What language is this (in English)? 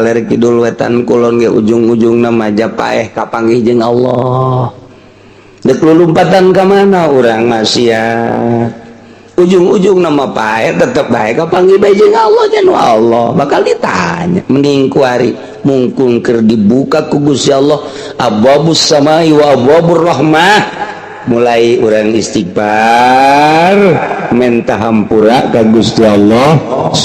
Sundanese